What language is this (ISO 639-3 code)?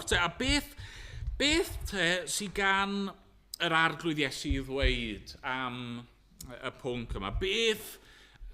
cym